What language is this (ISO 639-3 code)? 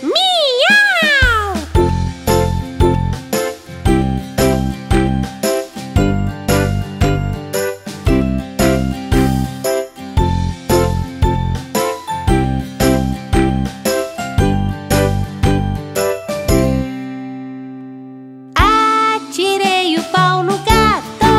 por